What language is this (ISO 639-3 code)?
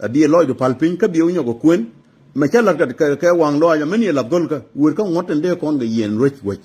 nus